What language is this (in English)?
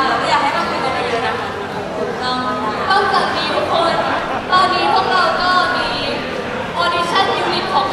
Thai